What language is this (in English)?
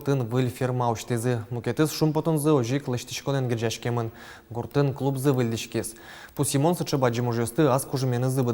Udmurt